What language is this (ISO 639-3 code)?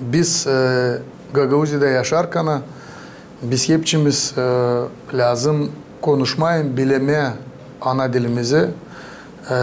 gag